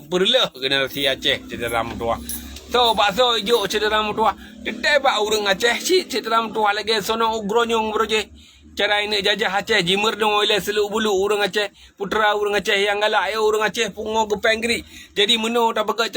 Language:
Achinese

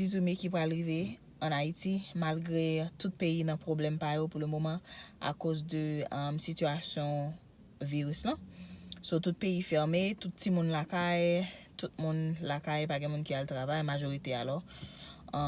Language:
Haitian Creole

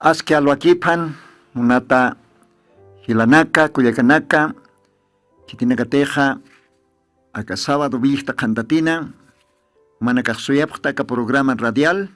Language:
Aymara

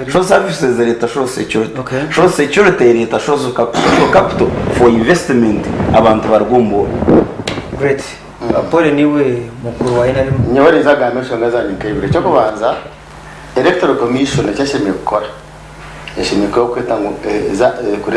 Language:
Nyankole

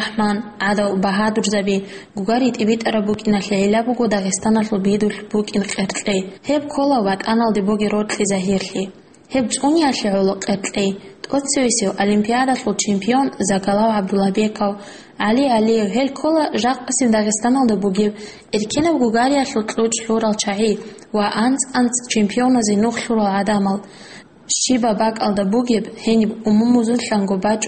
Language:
Avaric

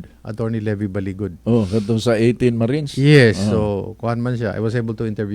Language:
Cebuano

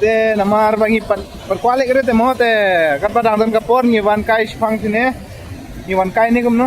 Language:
Khasi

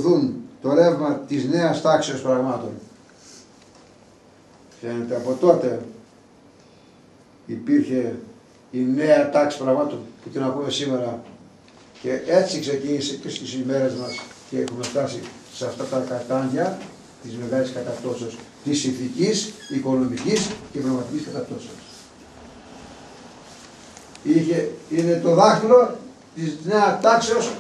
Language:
Greek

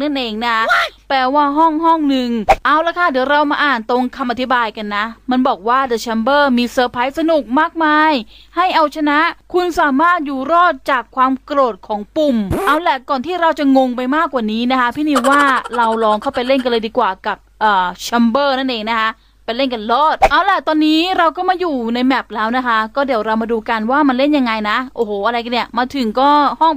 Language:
Thai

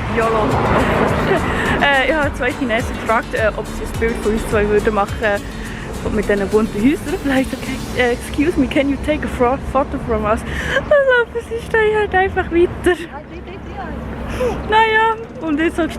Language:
Swiss German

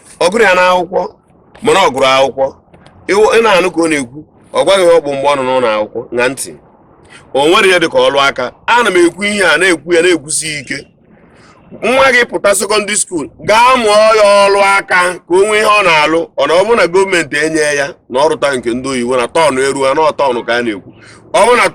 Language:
Igbo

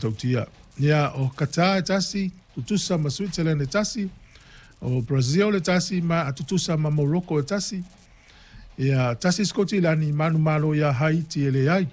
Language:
Samoan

